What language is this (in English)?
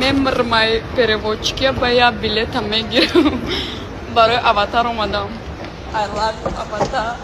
Tajik